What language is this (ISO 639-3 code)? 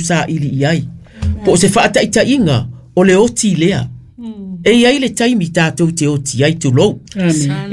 smo